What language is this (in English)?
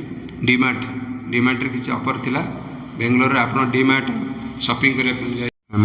Odia